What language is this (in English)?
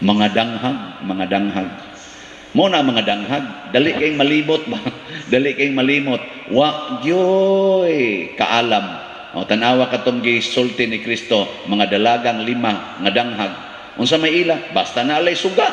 Cebuano